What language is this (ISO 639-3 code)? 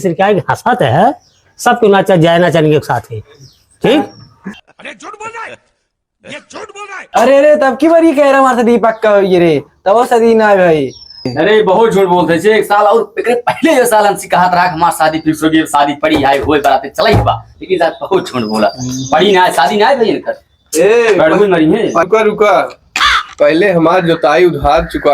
awa